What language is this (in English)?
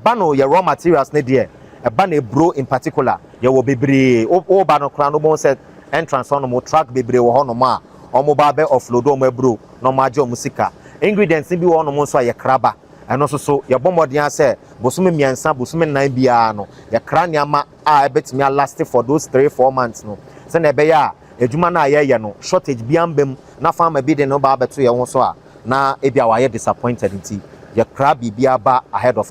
Akan